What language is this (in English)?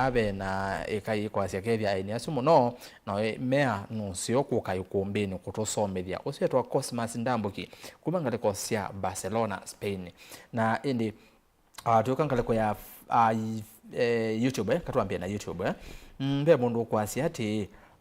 Kamba